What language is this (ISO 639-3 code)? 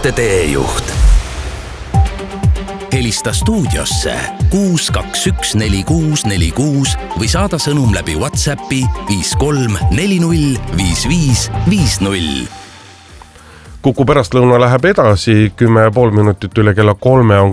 est